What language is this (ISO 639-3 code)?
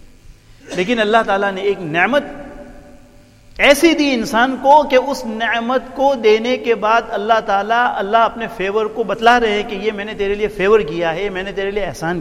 urd